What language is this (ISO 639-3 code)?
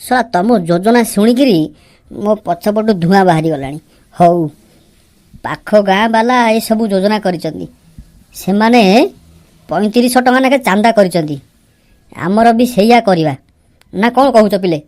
ori